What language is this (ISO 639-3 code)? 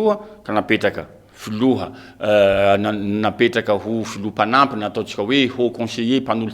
mlg